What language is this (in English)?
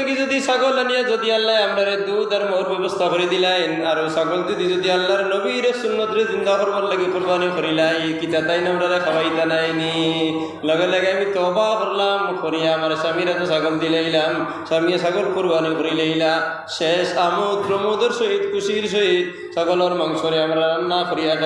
Sylheti